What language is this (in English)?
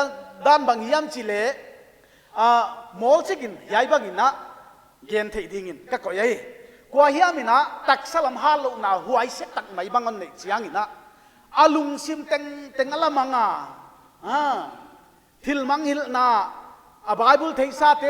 Paite Chin